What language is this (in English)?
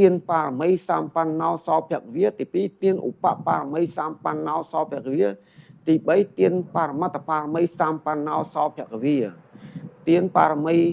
Khmer